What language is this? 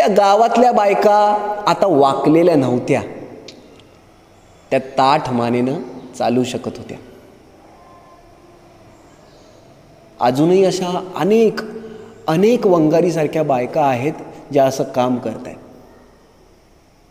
Marathi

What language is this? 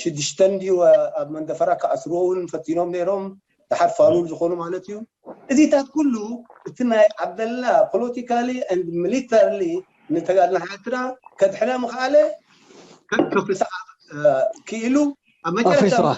Tigrinya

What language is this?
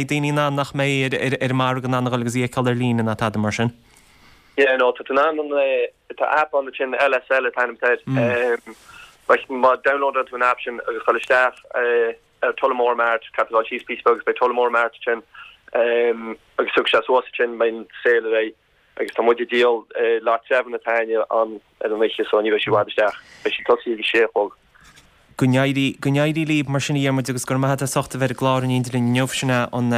Irish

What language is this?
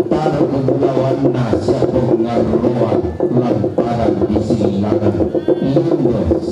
Toraja-Sa'dan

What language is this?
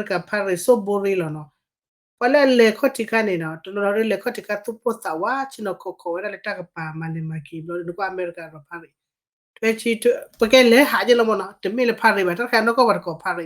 S'gaw Karen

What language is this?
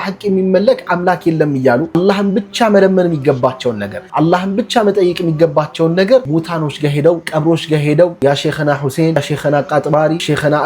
Amharic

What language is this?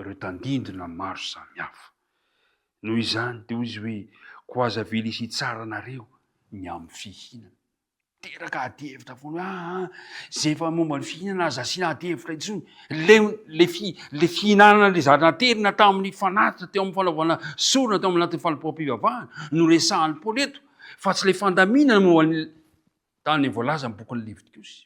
Malagasy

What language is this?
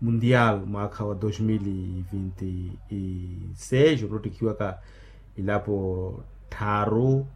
Makhuwa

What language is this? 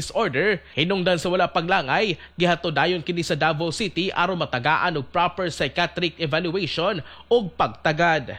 Cebuano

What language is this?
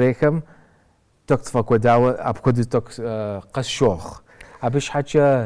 Kabardian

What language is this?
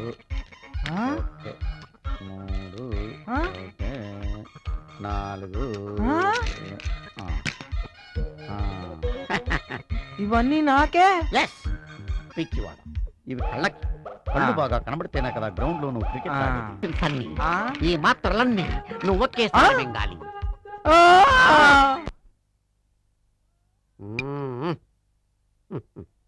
Telugu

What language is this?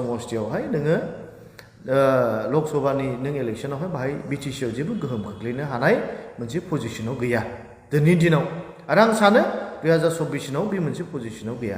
Bodo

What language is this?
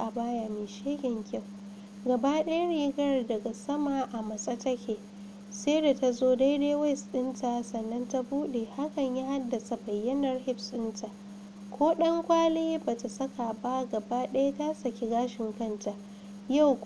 Hausa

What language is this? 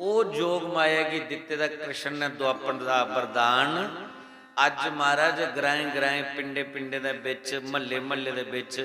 Dogri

